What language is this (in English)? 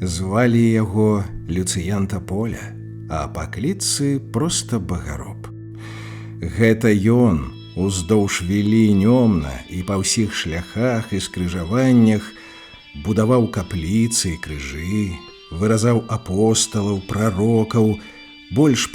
Belarusian